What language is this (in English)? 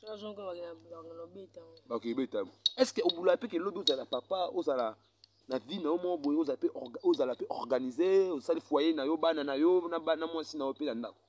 Lingala